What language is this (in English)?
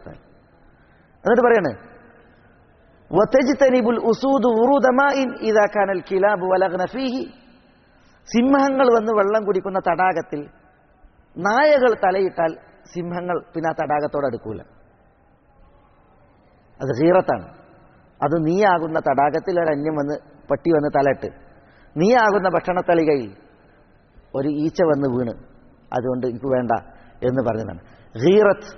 Malayalam